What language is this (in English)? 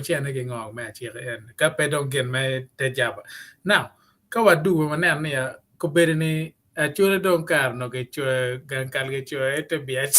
Acoli